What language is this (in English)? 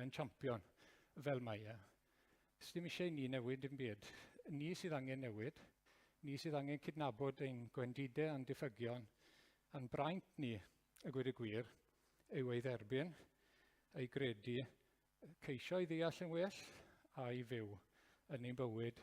Welsh